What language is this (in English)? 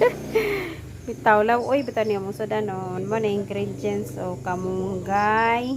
Cebuano